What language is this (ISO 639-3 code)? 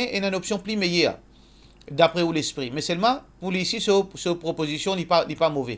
mfe